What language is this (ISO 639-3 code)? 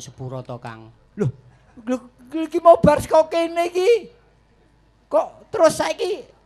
jav